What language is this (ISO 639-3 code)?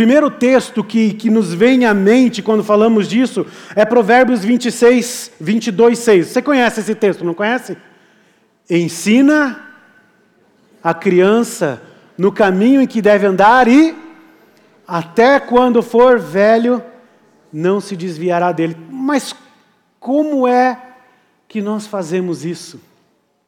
por